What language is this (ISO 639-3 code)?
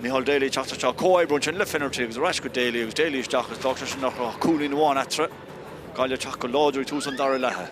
gle